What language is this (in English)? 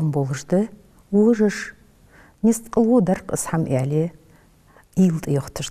Ingush